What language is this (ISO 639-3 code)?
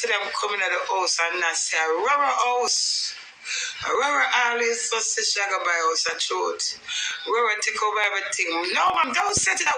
jam